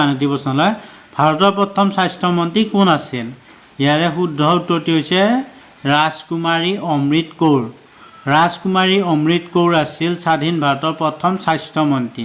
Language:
Assamese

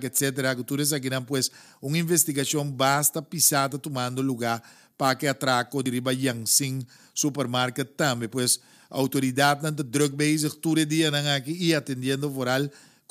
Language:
Papiamento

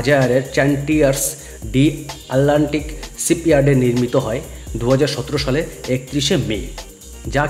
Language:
Bangla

